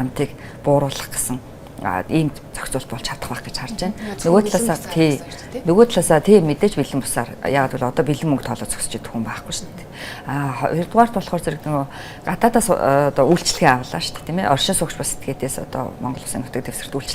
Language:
Mongolian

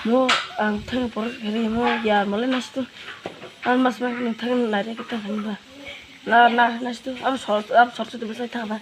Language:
Kok Borok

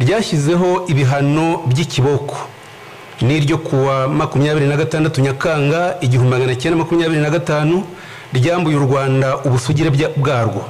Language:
Kinyarwanda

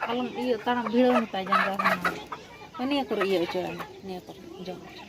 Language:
Santali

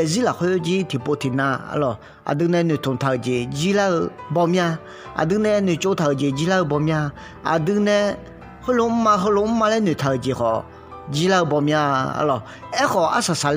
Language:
Akha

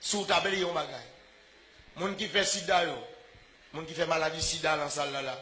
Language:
Haitian Creole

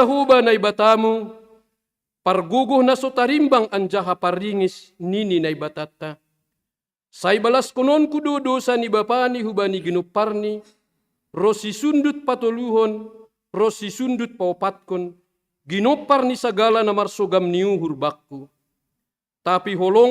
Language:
Batak Simalungun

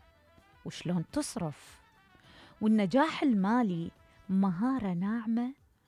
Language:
Mesopotamian Arabic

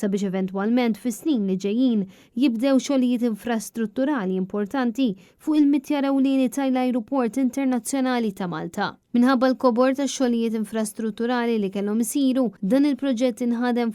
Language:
Maltese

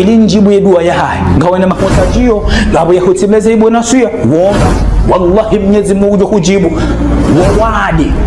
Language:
Ngazidja Comorian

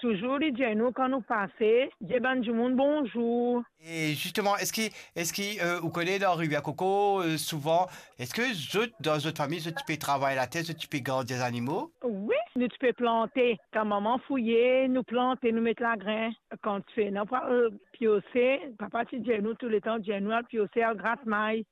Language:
Morisyen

